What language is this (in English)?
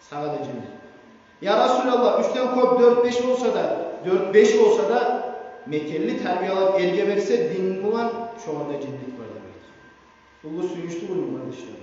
Kumyk